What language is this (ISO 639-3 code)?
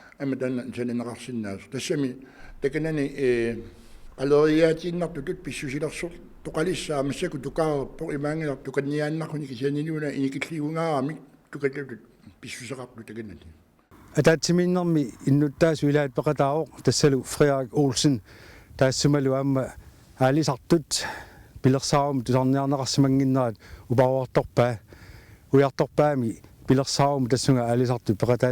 kal